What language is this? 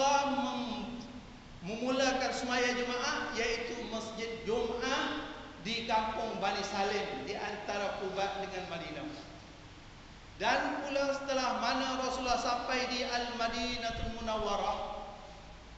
Malay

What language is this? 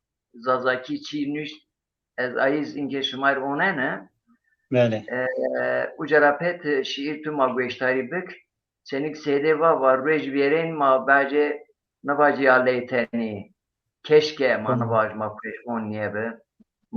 Zaza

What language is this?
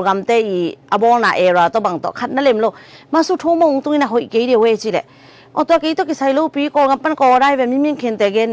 Tedim Chin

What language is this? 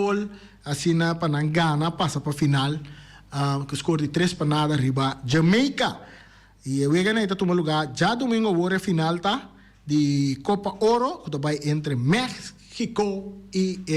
Papiamento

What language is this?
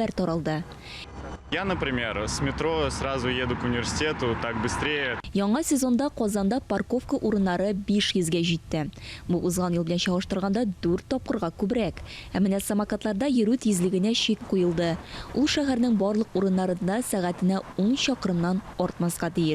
Tatar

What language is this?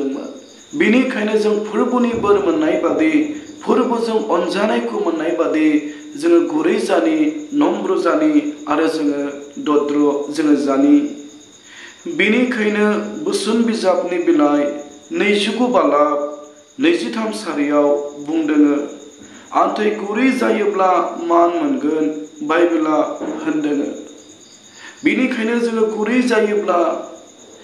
Bodo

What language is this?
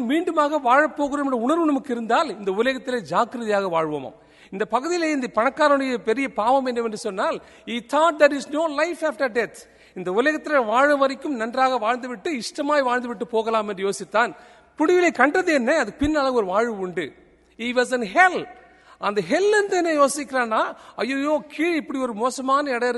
Tamil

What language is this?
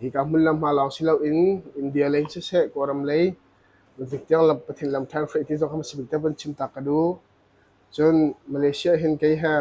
Hakha Chin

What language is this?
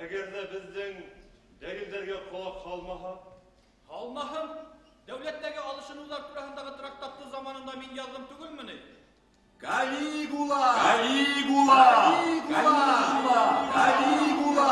Bashkir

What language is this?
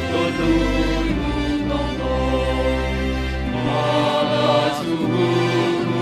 Batak Simalungun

